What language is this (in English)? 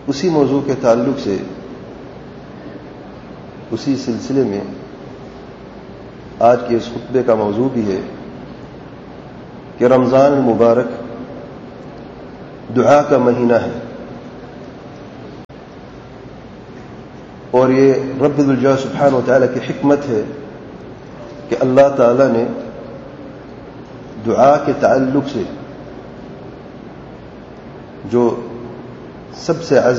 Urdu